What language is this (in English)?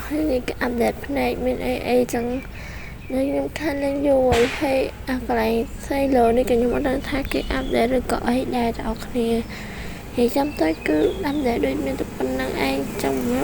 Khmer